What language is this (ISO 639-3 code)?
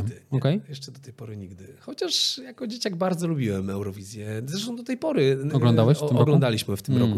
pol